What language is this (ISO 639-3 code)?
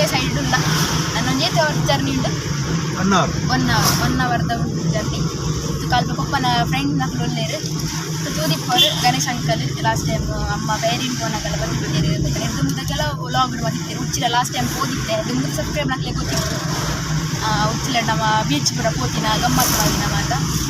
tcy